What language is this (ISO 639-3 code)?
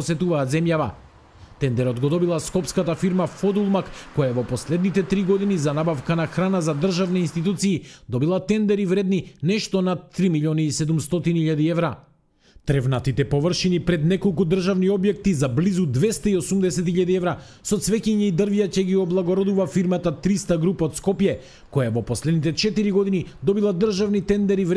mkd